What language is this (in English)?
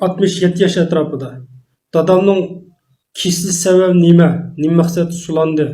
Uyghur